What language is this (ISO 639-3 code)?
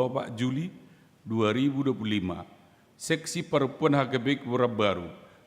bbc